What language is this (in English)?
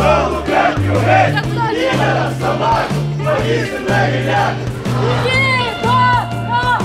Ukrainian